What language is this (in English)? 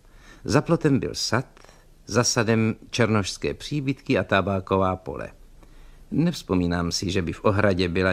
Czech